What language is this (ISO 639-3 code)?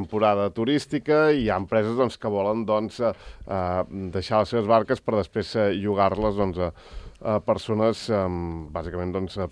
cat